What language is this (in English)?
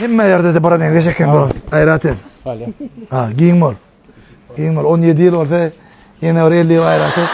Turkmen